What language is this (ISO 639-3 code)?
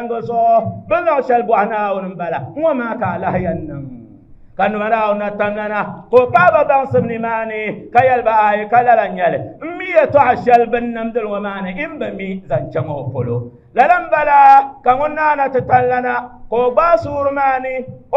dag